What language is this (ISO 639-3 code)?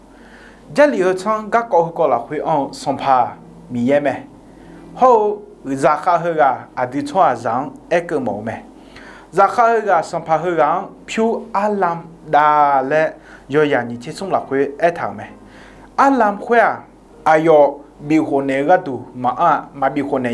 ahk